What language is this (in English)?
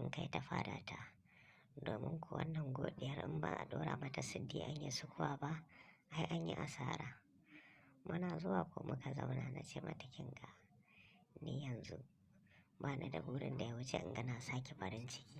Hausa